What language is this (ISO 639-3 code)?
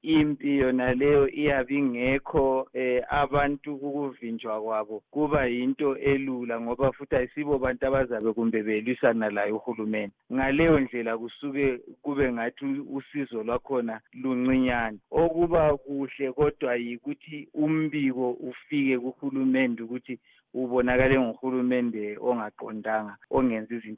nde